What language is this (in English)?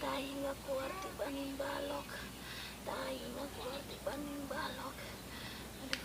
Betawi